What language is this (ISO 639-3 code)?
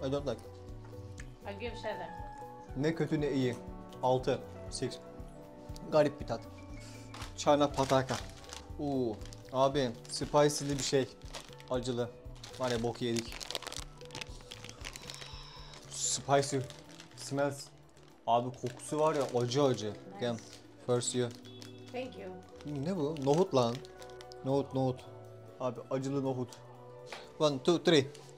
tur